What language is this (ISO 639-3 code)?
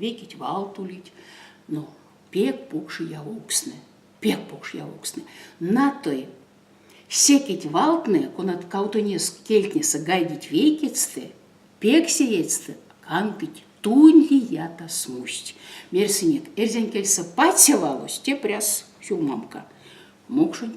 myv